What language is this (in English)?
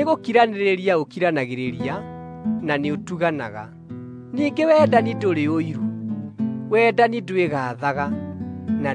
Kikuyu